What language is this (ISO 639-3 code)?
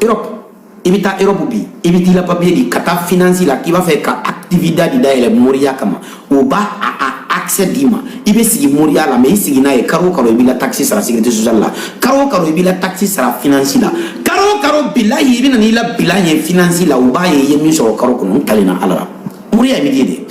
bam